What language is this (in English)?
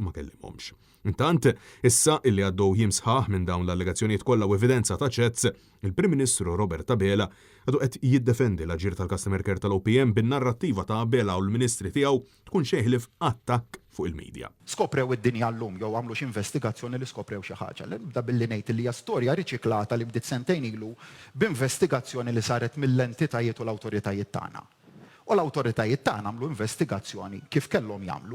Maltese